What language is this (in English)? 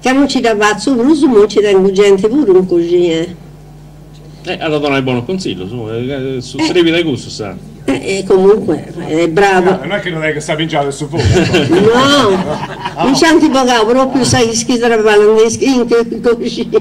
Sardinian